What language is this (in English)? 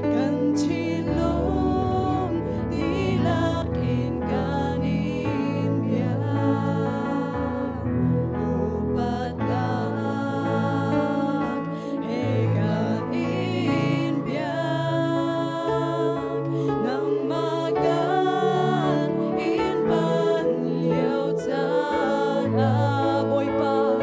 Hakha Chin